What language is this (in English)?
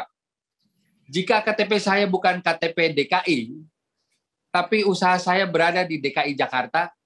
Indonesian